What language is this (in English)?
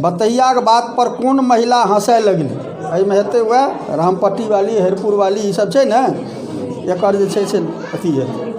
Maithili